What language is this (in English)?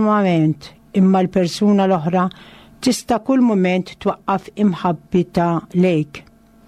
Maltese